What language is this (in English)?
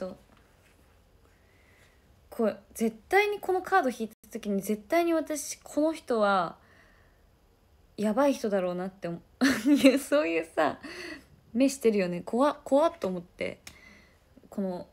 Japanese